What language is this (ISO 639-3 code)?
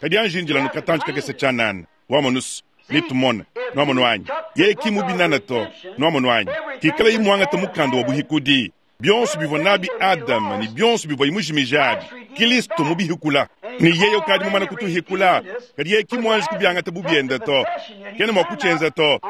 lua